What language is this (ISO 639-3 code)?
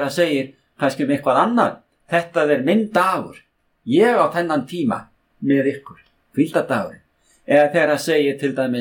isl